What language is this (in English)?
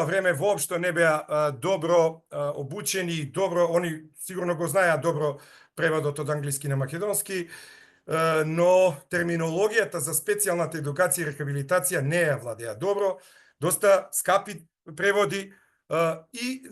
Macedonian